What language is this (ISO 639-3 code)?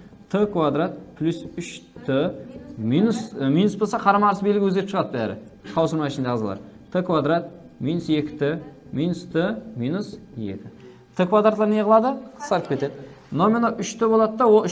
kaa